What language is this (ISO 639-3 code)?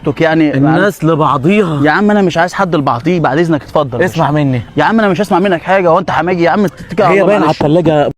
arz